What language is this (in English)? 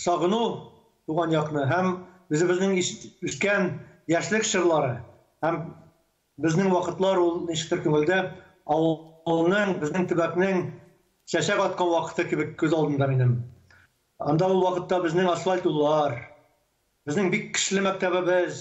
Tatar